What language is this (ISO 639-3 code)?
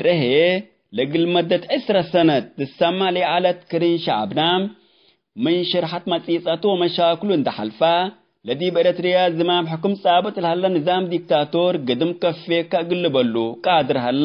tig